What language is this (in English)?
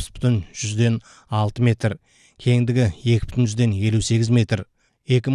Kazakh